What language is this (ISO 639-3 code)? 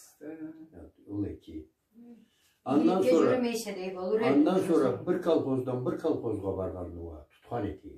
krc